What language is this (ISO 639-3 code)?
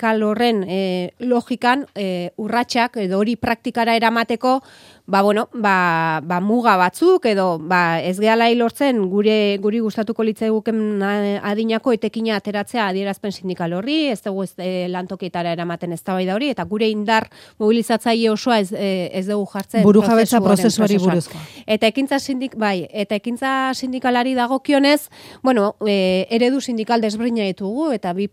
eus